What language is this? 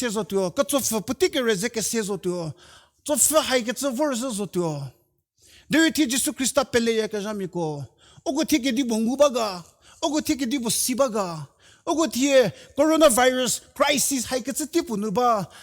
Angami Naga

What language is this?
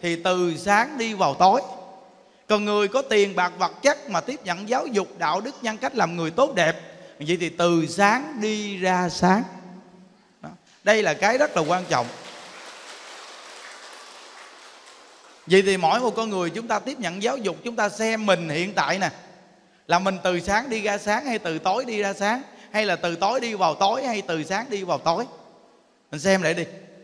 Vietnamese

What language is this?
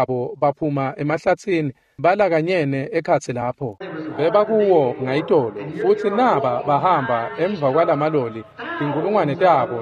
Swati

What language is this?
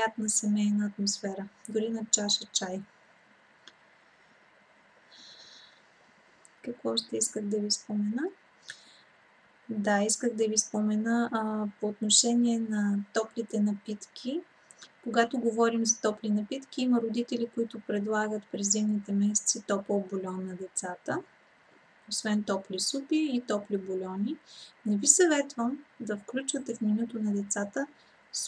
Bulgarian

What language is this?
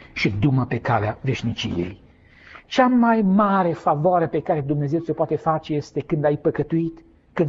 Romanian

